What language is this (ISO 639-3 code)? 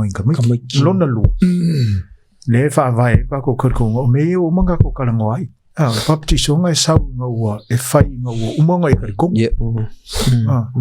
smo